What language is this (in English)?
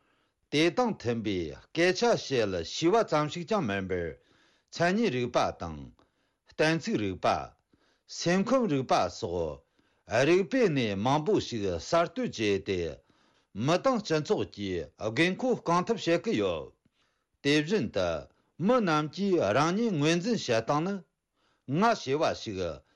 Tibetan